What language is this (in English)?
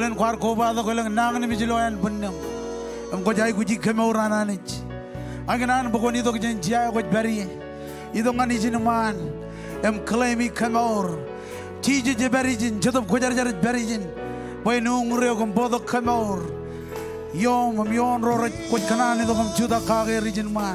Marshallese